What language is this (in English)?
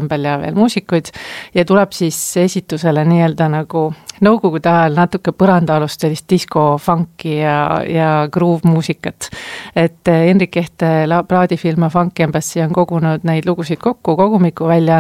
Estonian